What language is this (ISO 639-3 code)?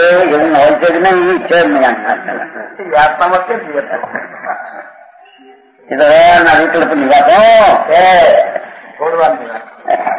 guj